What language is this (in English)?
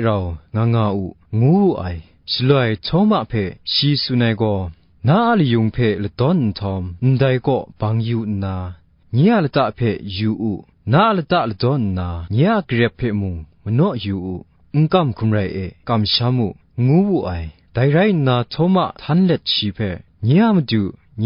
Kachin